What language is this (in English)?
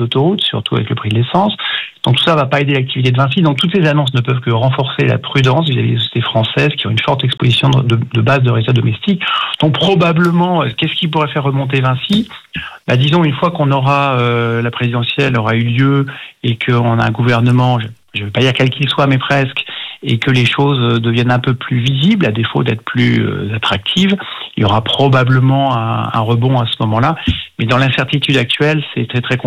French